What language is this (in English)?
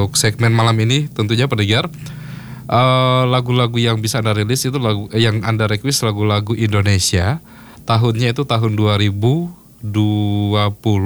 Indonesian